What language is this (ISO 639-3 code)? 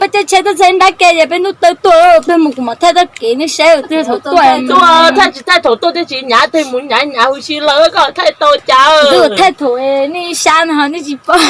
hmn